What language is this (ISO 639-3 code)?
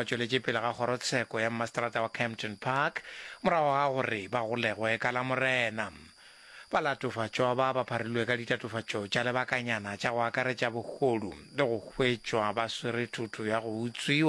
nso